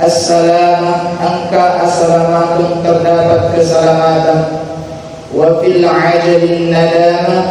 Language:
Buginese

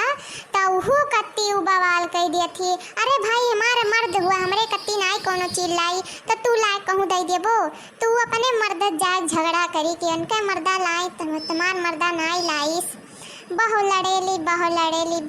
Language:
Awadhi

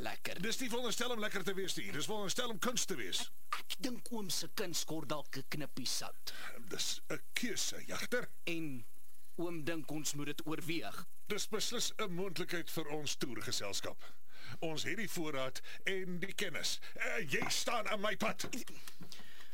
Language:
Afrikaans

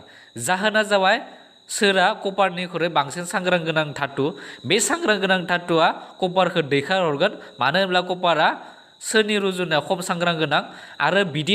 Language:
Bodo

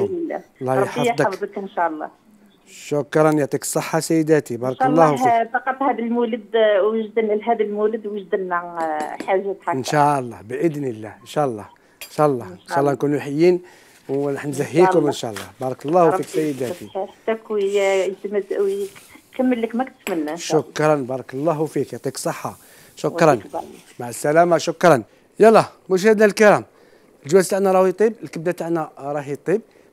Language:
Algerian Arabic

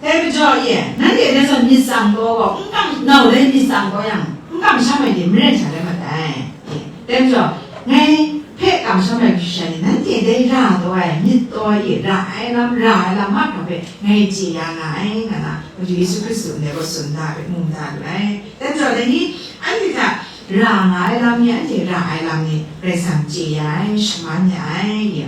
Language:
Kachin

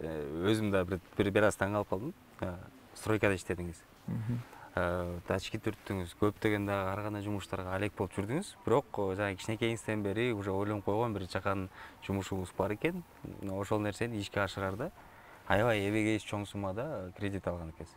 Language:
Kyrgyz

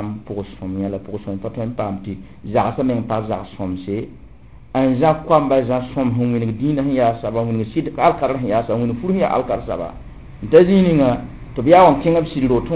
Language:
Mossi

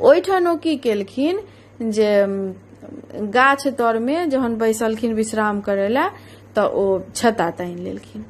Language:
Maithili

